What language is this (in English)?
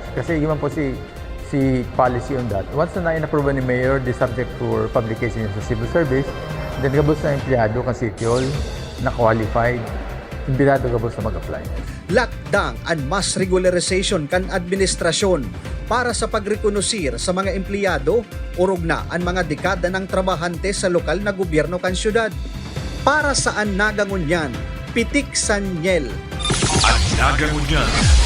Bikol